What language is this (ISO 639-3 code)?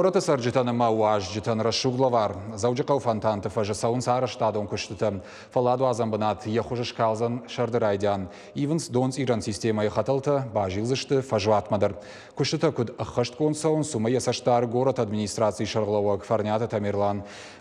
oss